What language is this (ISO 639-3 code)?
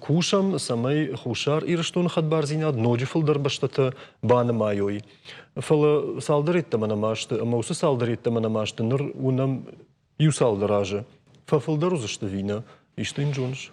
oss